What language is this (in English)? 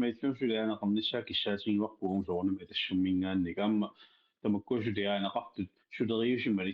Kalaallisut